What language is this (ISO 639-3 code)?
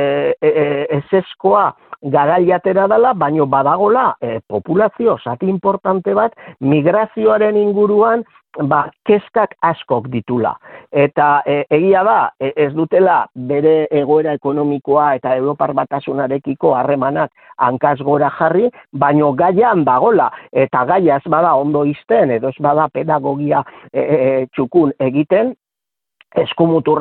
eus